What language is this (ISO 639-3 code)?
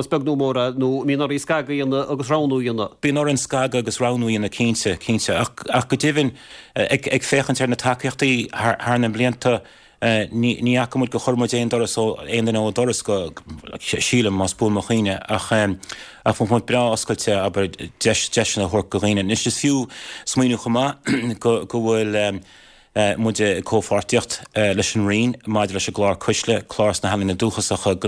gle